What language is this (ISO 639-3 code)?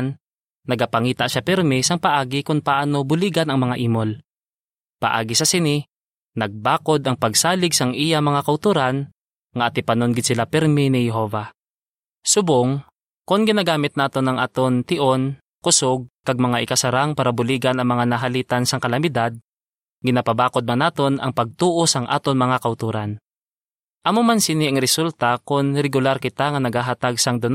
hil